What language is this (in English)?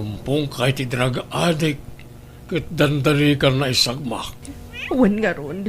Iloko